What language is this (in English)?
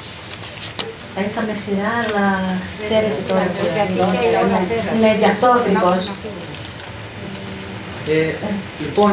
Greek